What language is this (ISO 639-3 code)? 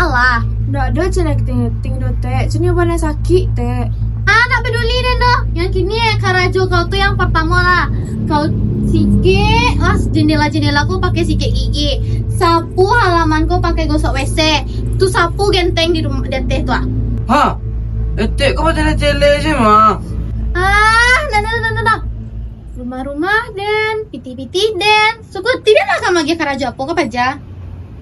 min